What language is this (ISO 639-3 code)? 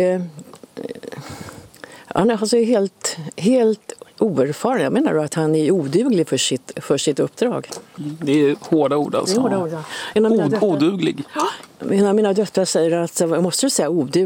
swe